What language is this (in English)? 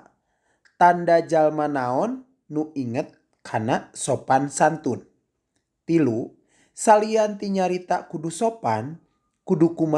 Sundanese